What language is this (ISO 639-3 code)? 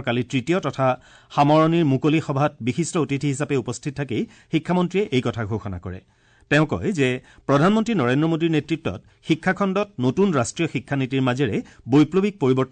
asm